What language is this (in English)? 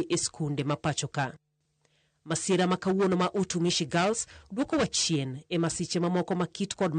Luo (Kenya and Tanzania)